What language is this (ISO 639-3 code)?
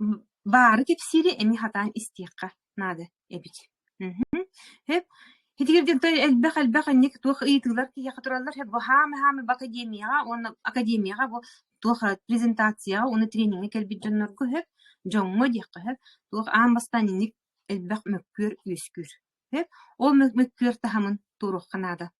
sah